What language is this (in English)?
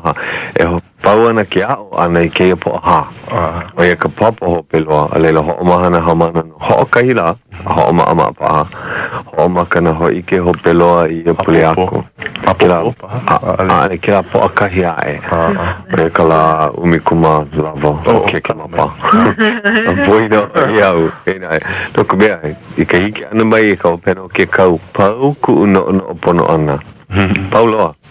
Hawaiian